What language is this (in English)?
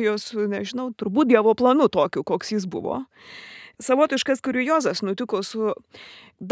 Lithuanian